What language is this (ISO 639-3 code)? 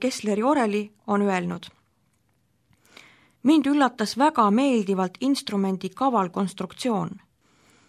est